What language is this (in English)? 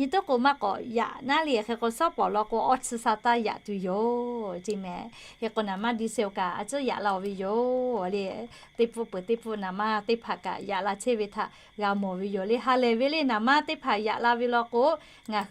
Lahu